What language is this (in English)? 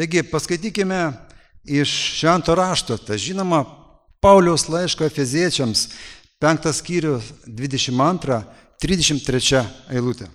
Lithuanian